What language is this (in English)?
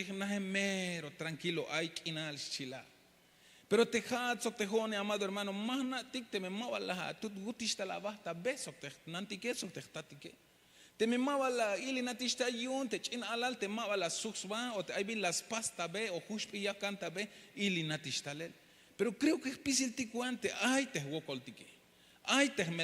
Tzeltal